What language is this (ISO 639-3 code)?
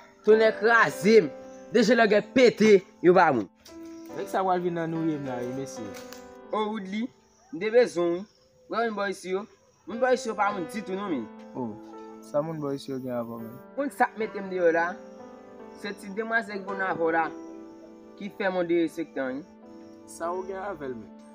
hat